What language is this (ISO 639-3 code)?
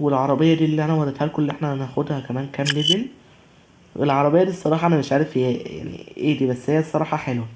arz